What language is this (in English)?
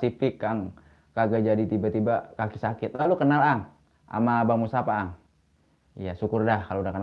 Betawi